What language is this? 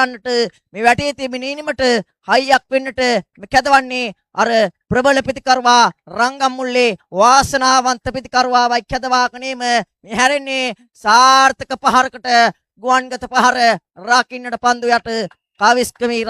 Sinhala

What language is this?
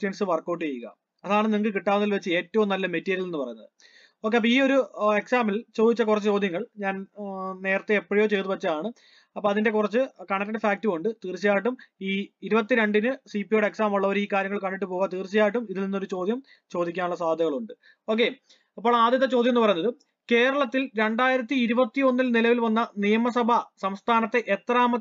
Malayalam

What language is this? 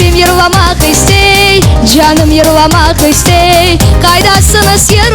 Crimean Tatar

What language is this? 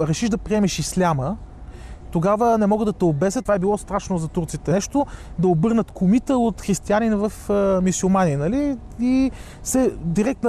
Bulgarian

